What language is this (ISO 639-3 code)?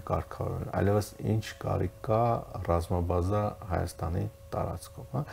hye